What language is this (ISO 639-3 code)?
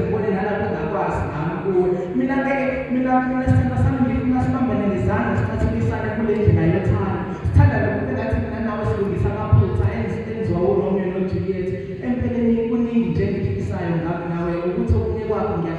zul